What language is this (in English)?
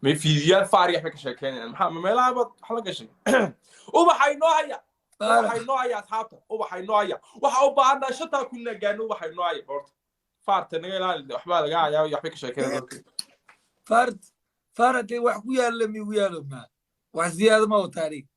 Somali